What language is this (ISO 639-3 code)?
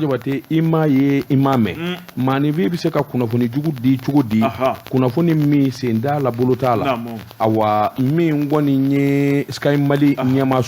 bam